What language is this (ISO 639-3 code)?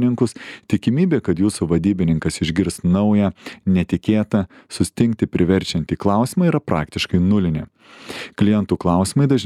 lit